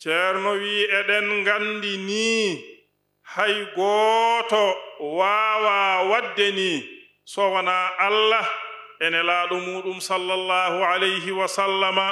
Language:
Fula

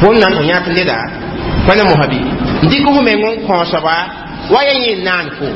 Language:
Mossi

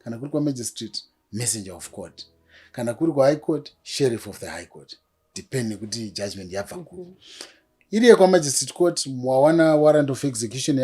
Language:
Shona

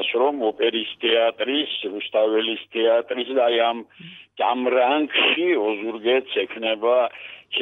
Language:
Georgian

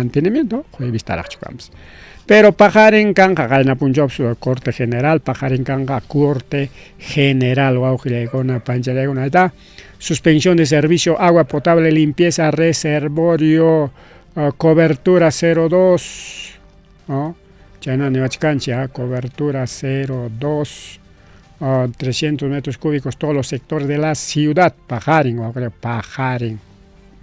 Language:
Ayacucho Quechua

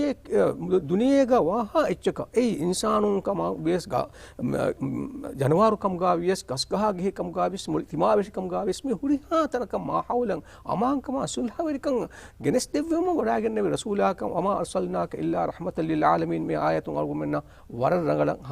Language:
Divehi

